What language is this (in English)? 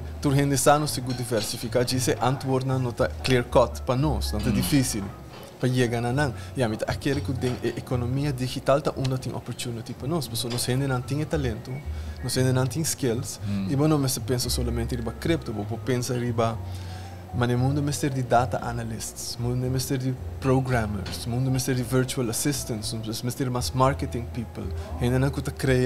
Papiamento